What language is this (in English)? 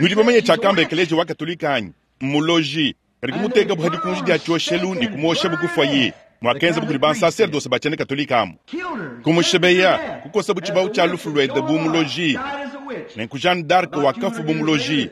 Luba-Lulua